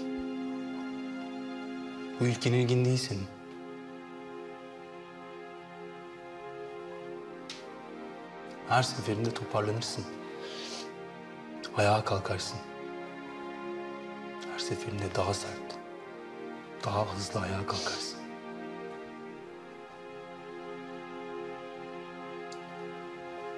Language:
Turkish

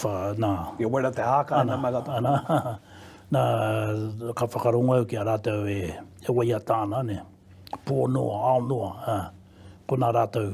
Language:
Māori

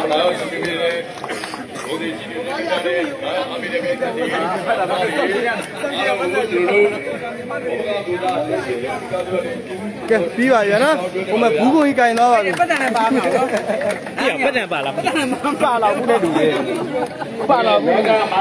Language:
Burmese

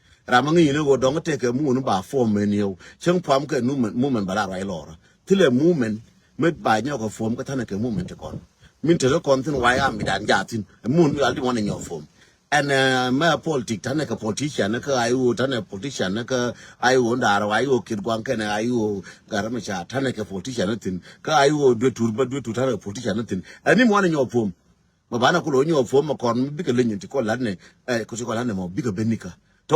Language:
Nuer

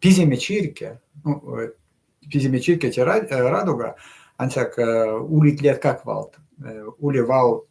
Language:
Erzya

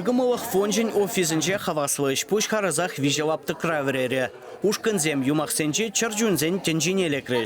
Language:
Chuvash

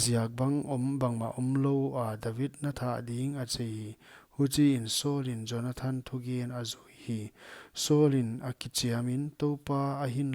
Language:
Paite Chin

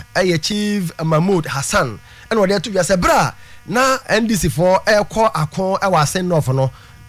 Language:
Akan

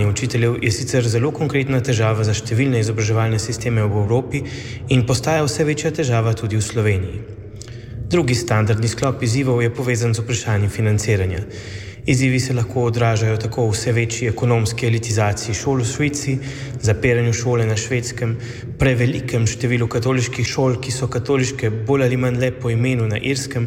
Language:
Slovenian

